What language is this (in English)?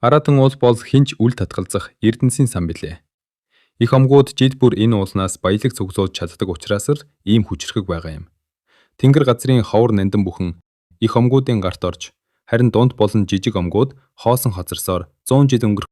Mongolian